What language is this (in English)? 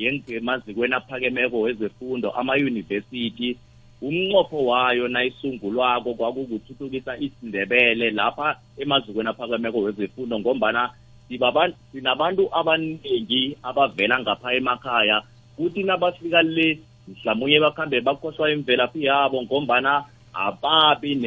South Ndebele